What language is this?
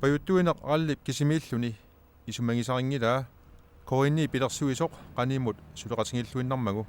Kalaallisut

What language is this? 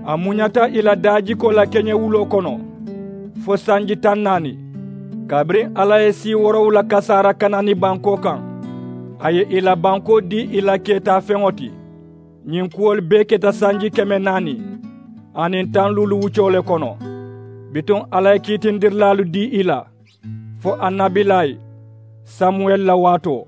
Mandingo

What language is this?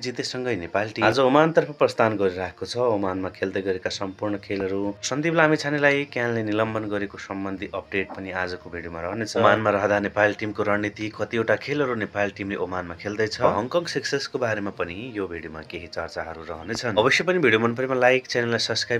Nepali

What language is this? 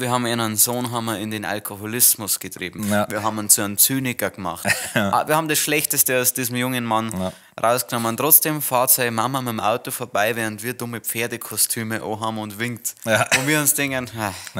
Bavarian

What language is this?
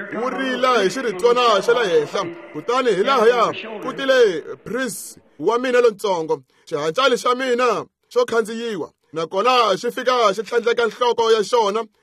Tsonga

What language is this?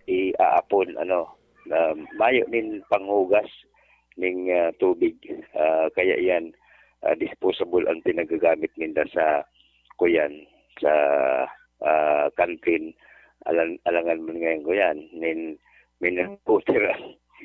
Bikol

